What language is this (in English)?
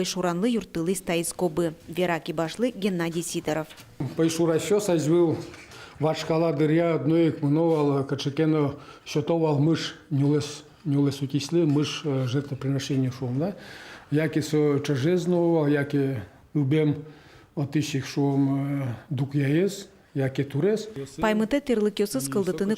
Udmurt